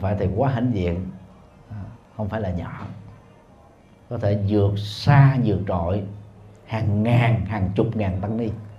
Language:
Vietnamese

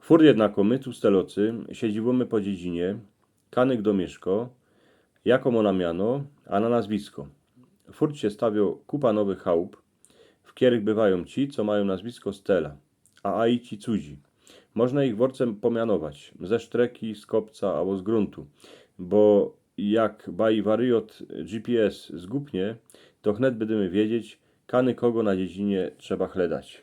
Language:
Silesian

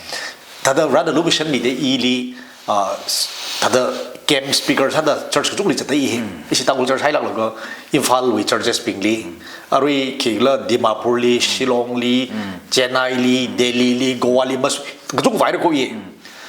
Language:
Tangkhul Naga (India)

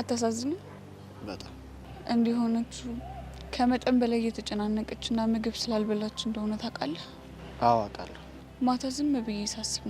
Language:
Amharic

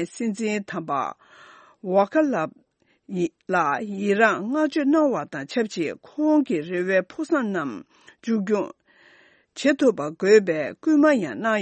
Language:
Tibetan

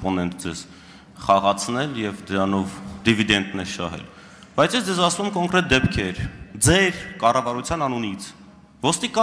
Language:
Armenian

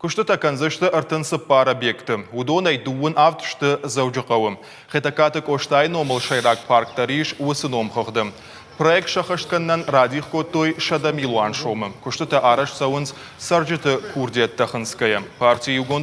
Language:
Ossetic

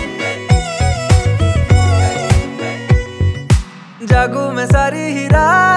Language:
Hindi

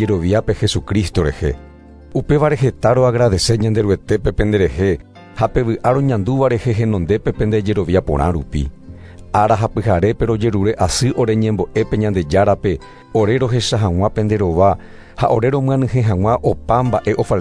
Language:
Guarani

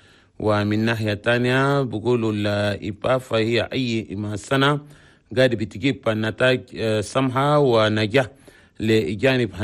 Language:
Chadian Arabic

